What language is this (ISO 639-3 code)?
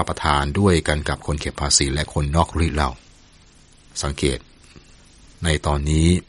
tha